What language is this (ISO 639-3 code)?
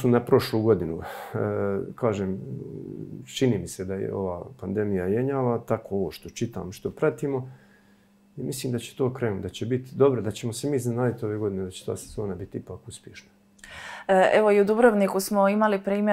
hrv